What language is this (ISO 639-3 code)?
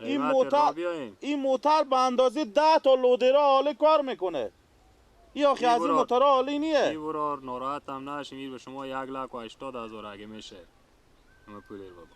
fas